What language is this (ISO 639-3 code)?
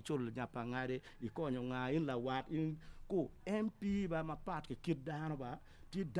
ach